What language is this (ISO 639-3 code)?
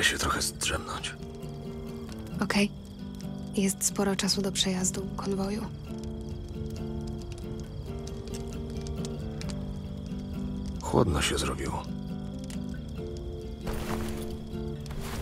pol